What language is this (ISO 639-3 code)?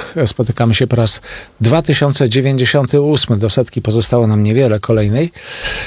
pol